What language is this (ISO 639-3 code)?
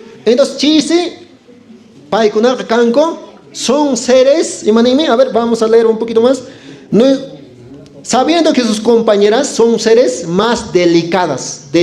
que